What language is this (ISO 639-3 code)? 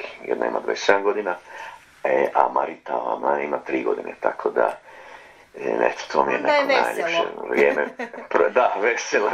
hrv